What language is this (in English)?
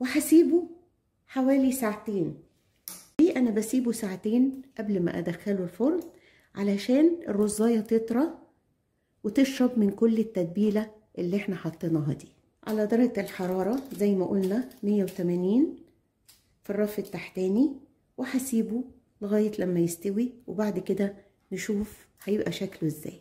Egyptian Arabic